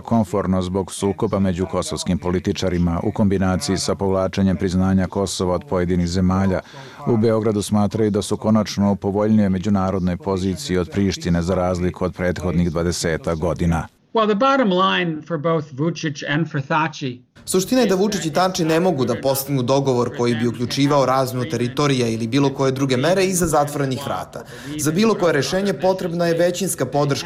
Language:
Serbian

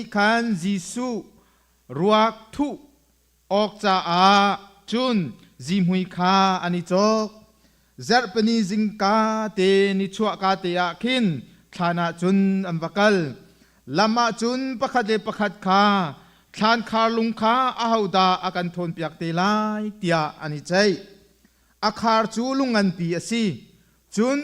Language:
Hakha Chin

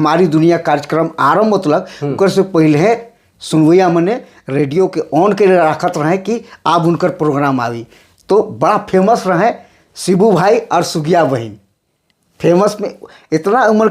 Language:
Sadri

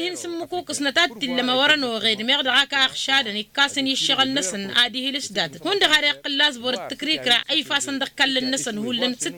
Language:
Tamasheq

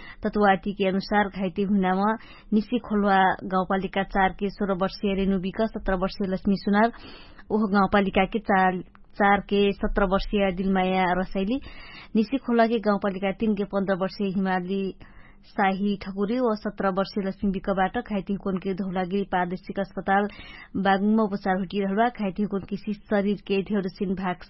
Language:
Dangaura Tharu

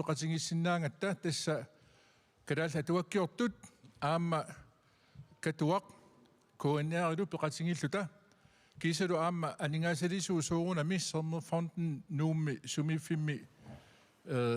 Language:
Kalaallisut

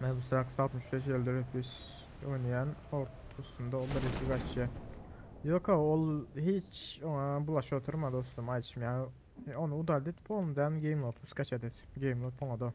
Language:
Turkmen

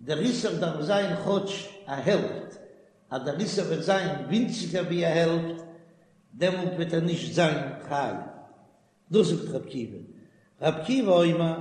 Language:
Yiddish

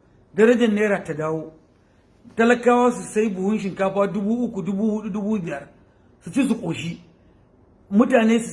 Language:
Hausa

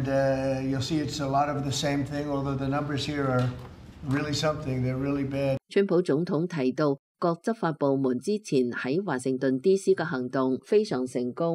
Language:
Cantonese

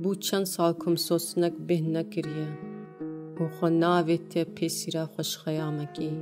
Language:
Kurdish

